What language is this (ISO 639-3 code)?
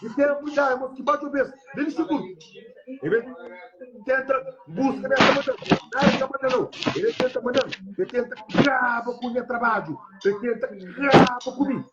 kea